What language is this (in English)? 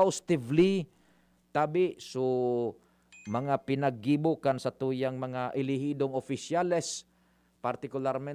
Bikol